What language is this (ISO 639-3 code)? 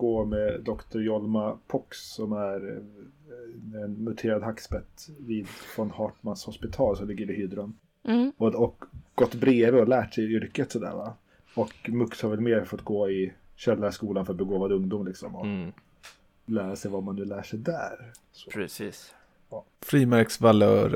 swe